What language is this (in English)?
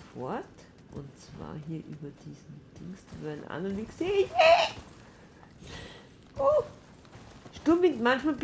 German